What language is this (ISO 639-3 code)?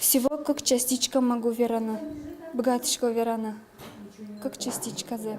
udm